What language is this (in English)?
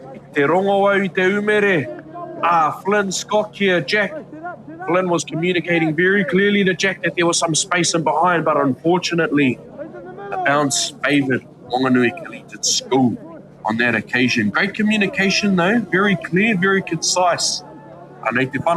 Māori